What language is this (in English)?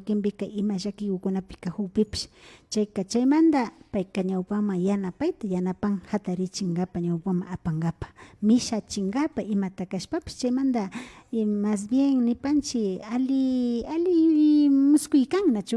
Imbabura Highland Quichua